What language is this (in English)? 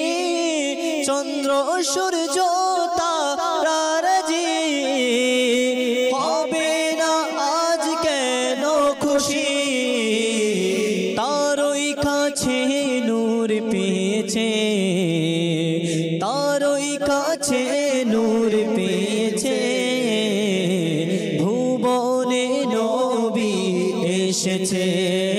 Bangla